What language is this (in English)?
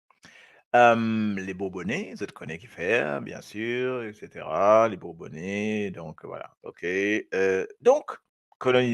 Morisyen